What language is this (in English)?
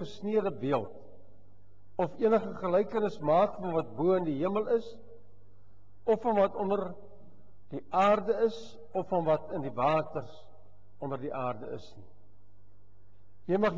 Afrikaans